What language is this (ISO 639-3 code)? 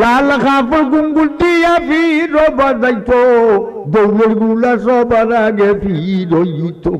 syl